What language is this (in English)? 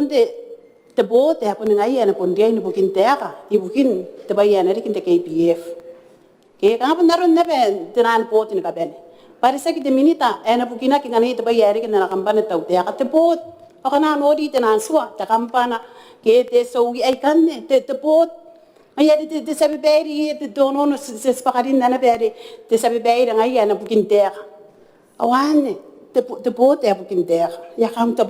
Gilbertese